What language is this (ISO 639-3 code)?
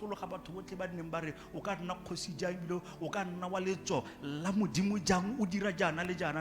tsn